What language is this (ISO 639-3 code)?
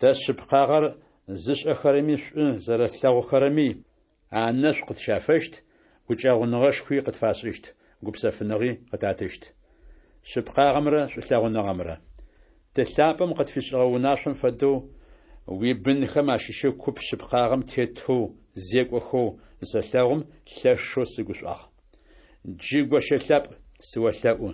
ady